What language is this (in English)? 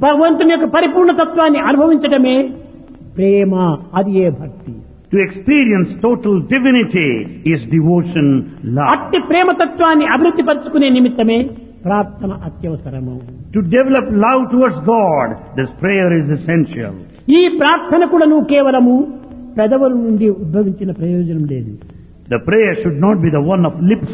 Telugu